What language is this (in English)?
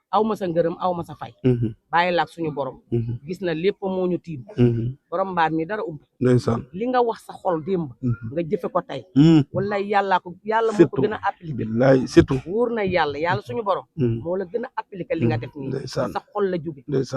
Wolof